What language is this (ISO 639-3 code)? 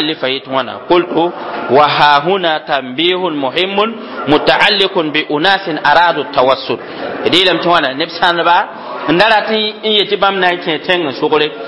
mos